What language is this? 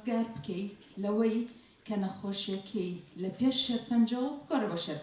Central Kurdish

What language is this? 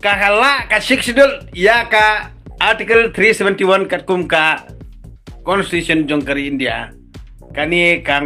Khasi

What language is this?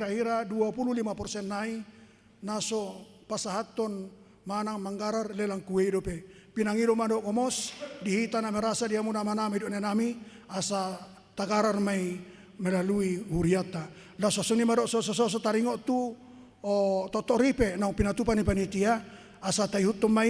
Batak Toba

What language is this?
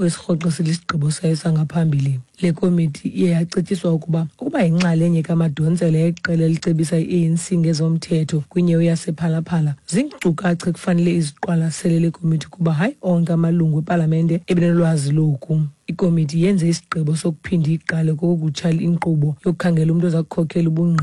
Xhosa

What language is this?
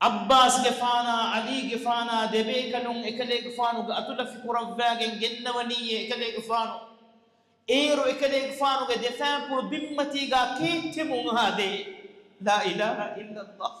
Divehi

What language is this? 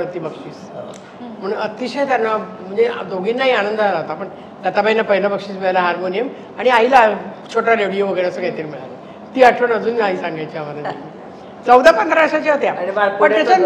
Marathi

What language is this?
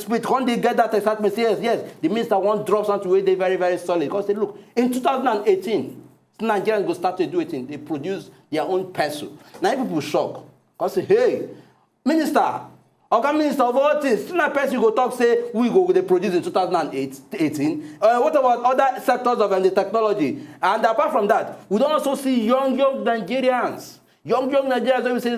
Nigerian Pidgin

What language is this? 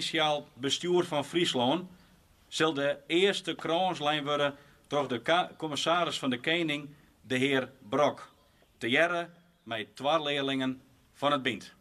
Western Frisian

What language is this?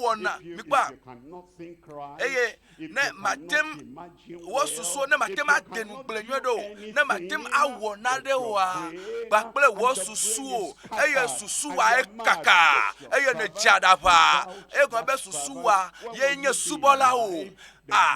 Ewe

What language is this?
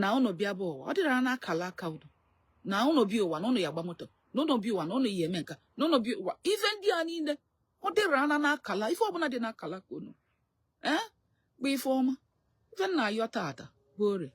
Igbo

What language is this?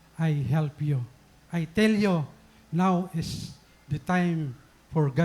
Waray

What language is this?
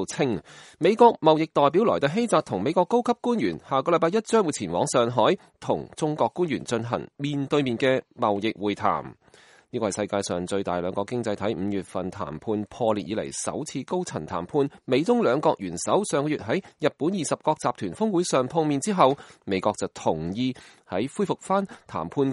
Cantonese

